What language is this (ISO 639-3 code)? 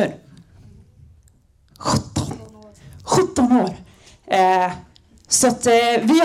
swe